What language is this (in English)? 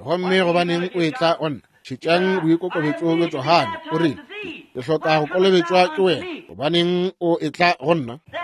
Northern Sotho